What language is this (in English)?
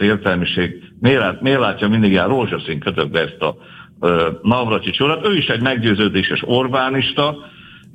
Hungarian